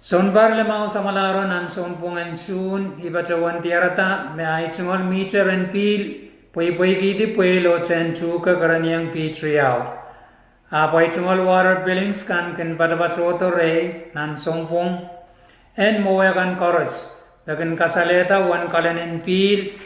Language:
Pohnpeian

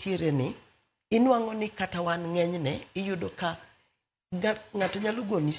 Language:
Luo (Kenya and Tanzania)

